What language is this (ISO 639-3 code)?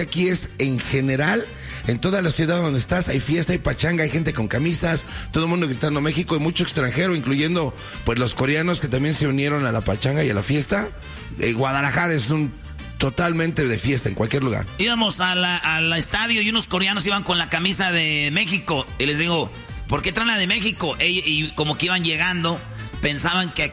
spa